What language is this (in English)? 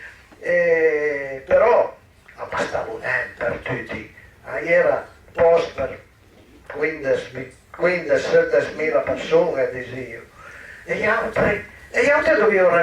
Piedmontese